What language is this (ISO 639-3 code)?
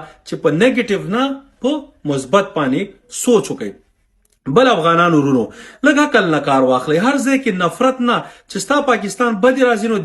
pus